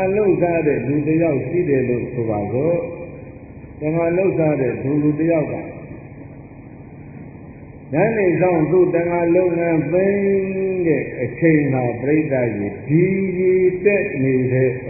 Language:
Burmese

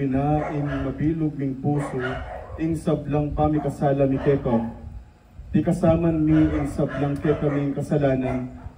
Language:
Pampanga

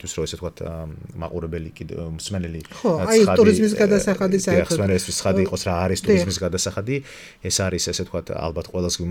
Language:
Georgian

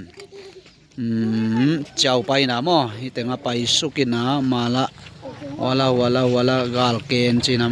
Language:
Tedim Chin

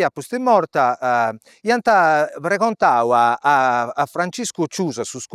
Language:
Sardinian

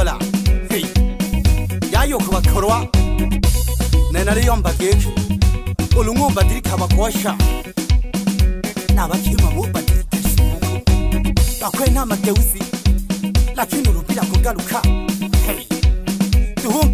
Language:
Swahili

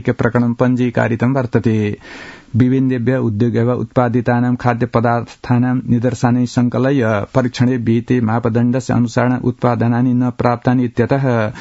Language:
Sanskrit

